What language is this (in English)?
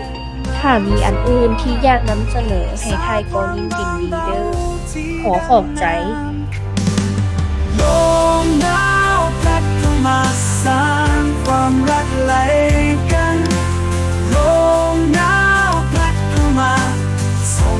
Lao